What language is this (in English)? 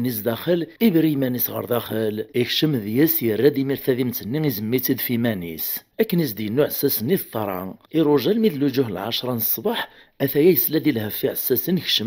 Kabyle